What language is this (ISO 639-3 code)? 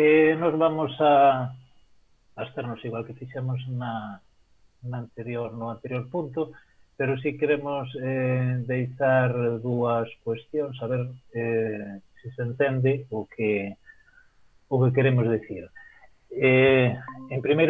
glg